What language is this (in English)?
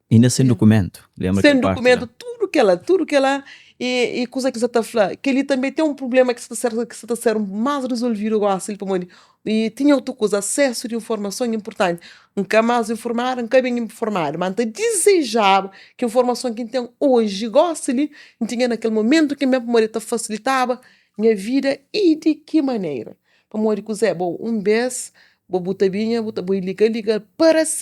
Kabuverdianu